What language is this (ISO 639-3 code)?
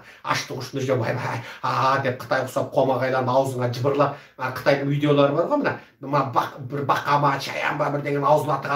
kaz